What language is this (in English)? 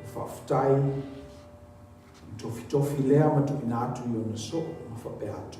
Samoan